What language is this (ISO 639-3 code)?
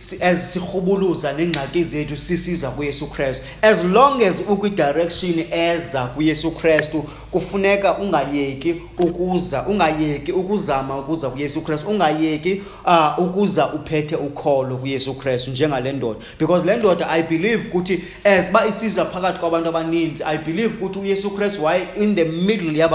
xho